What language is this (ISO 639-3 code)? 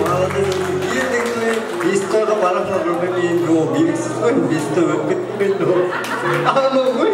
kaa